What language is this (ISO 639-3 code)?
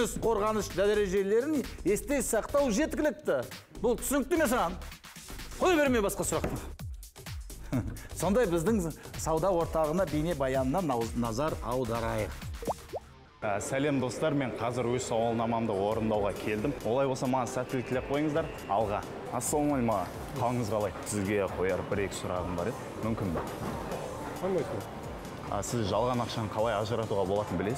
kaz